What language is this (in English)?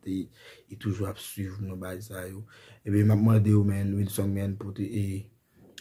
Haitian Creole